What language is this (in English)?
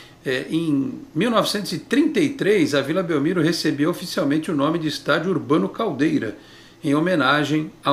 Portuguese